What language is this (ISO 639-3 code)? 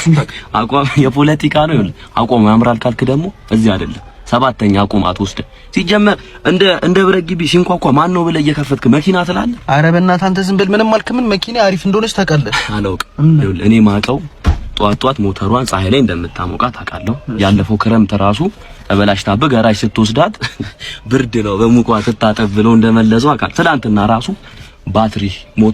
amh